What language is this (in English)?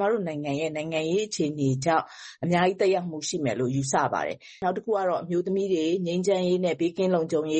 Burmese